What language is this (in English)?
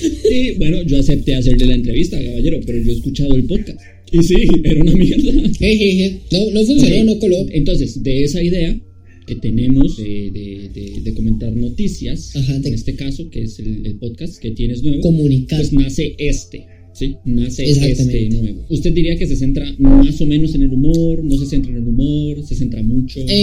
Spanish